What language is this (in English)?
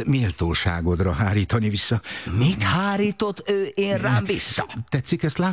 Hungarian